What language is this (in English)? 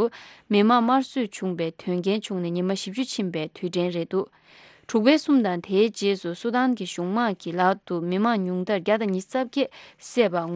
Tibetan